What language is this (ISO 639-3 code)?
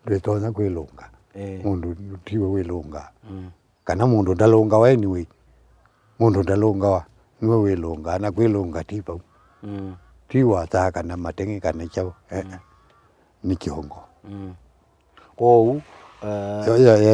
kam